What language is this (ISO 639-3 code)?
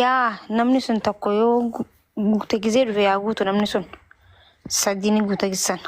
orm